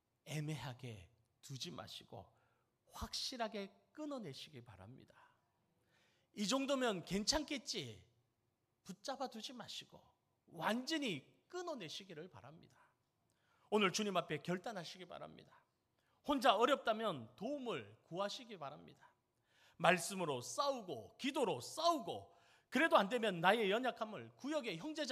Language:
Korean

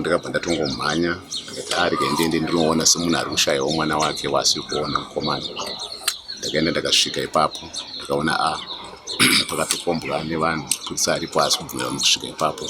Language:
Shona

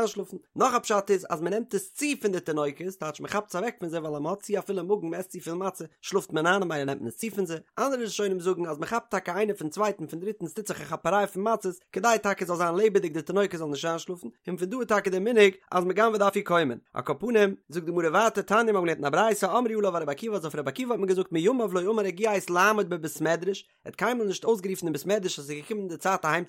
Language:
Yiddish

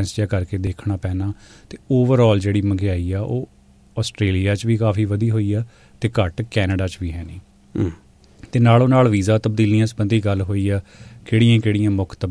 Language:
Punjabi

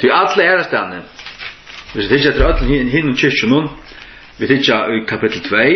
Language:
Faroese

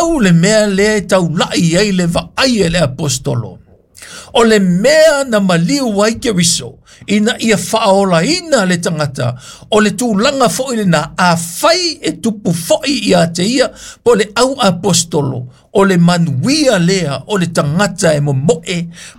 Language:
Samoan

